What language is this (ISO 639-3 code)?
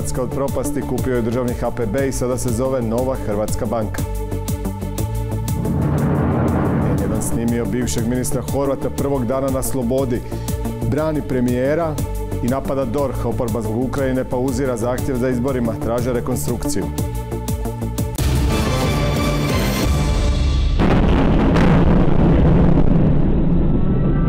hrv